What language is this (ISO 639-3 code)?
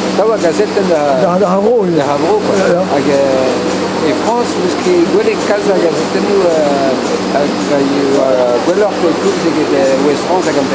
bre